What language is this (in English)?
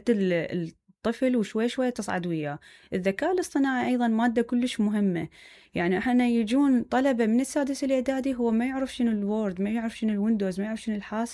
Mesopotamian Arabic